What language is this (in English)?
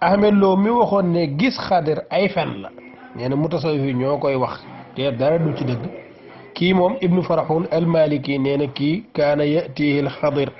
Wolof